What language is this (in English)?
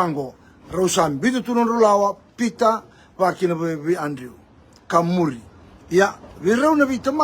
Fijian